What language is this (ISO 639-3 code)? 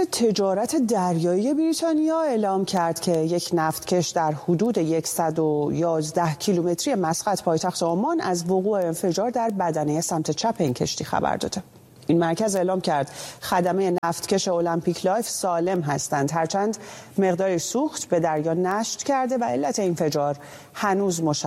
fas